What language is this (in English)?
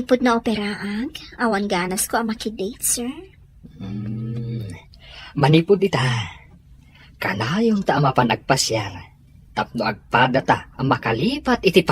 Iloko